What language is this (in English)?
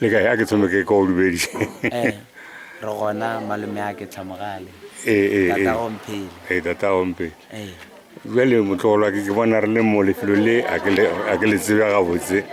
Northern Sotho